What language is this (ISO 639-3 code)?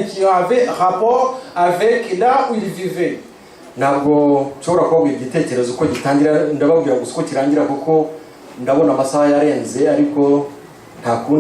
kin